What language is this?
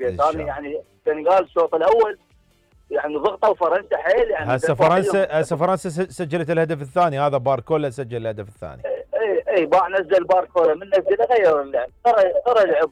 Mesopotamian Arabic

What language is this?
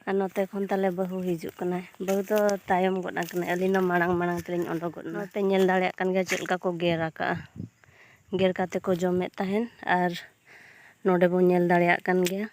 Santali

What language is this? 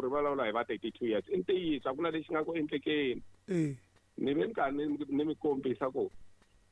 Tsonga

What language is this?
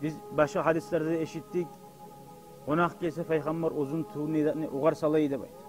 Kumyk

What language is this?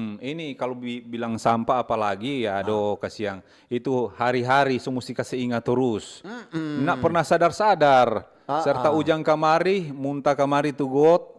Manado Malay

